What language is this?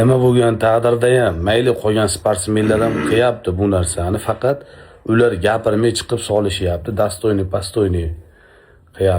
Uzbek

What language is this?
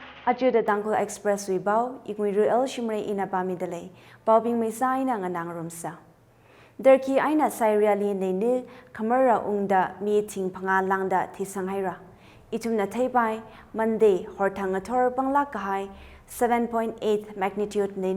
Tangkhul Naga (India)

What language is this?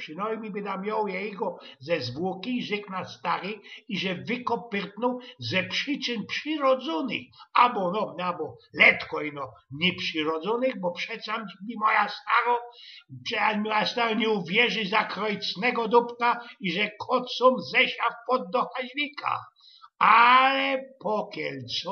Silesian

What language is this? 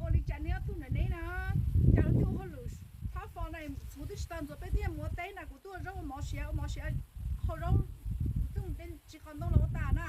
Hmong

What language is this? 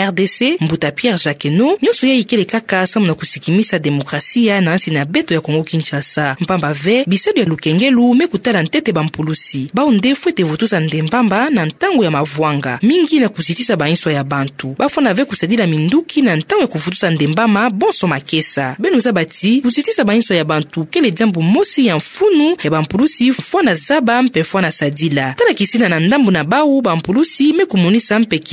Kituba (Democratic Republic of Congo)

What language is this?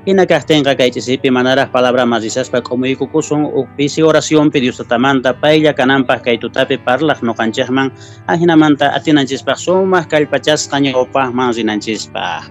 Quechua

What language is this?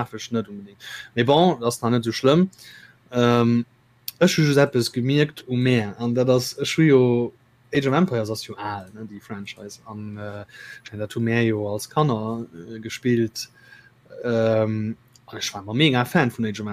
Luxembourgish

